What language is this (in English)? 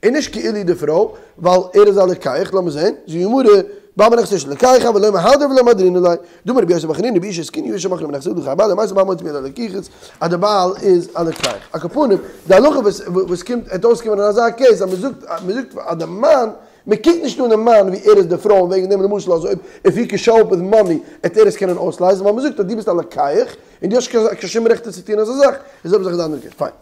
Yiddish